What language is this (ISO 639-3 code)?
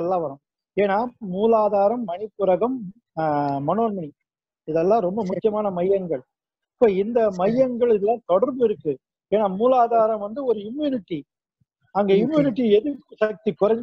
tam